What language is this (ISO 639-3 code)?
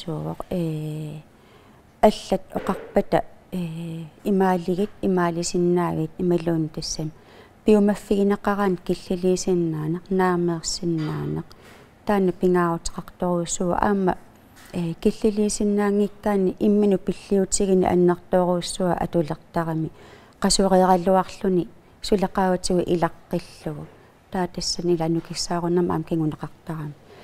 kal